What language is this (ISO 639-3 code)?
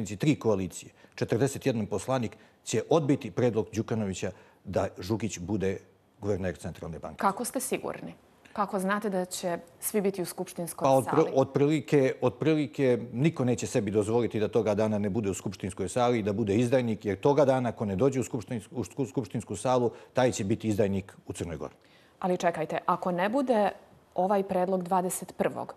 bos